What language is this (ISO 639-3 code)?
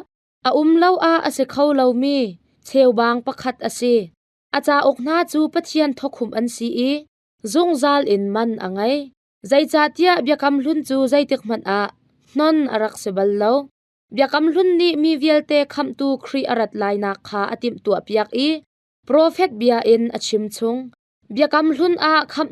cnh